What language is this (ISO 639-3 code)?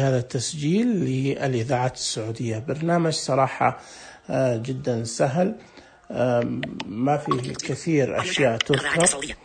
ars